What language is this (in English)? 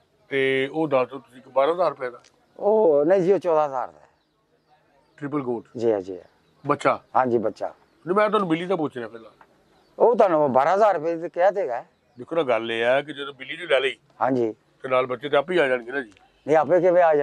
Punjabi